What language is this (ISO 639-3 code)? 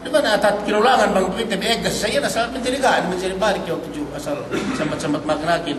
yka